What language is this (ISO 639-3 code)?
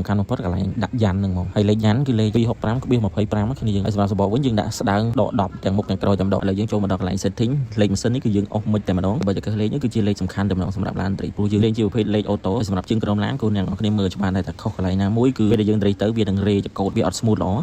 khm